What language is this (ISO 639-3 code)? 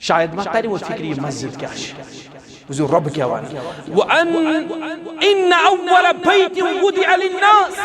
kas